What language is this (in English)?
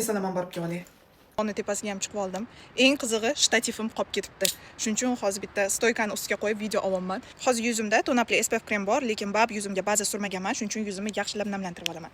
Uzbek